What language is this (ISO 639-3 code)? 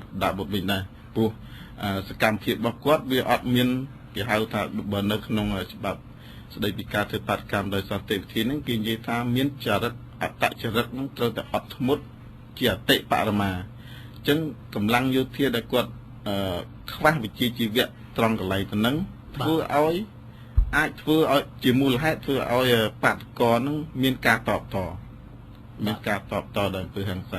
khm